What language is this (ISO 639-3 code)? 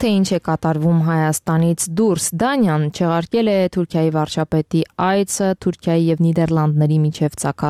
hye